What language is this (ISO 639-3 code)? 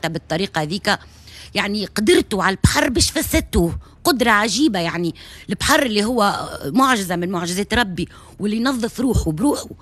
aeb